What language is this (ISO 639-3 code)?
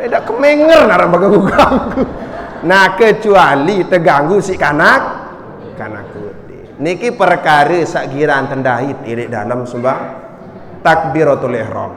sas